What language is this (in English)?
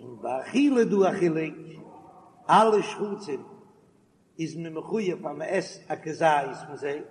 Yiddish